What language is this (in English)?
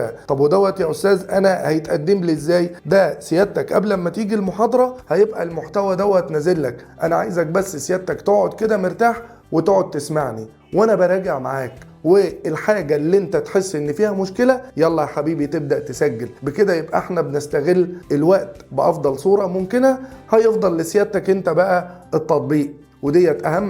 Egyptian Arabic